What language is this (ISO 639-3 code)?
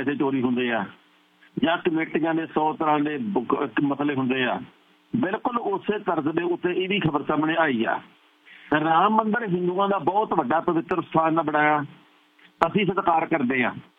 pan